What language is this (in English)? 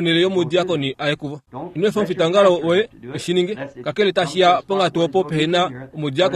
Kuanyama